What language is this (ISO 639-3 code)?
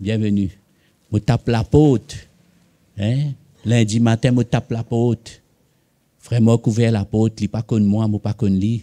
mfe